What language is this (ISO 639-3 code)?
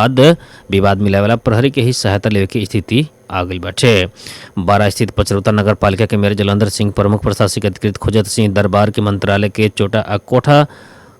bho